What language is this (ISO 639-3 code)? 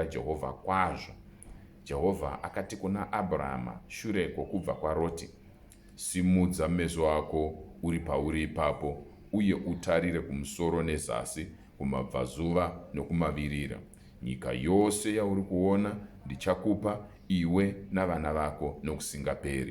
sna